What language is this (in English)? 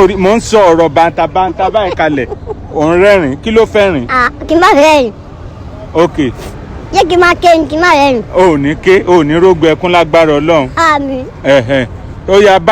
Yoruba